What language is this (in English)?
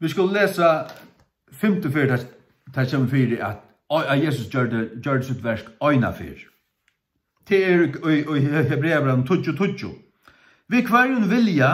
Faroese